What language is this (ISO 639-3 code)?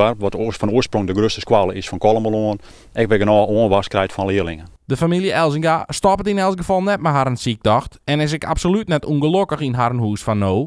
fry